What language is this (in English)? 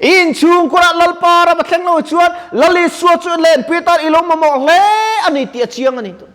Mizo